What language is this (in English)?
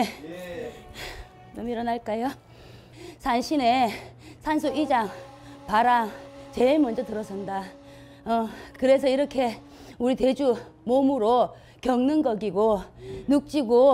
Korean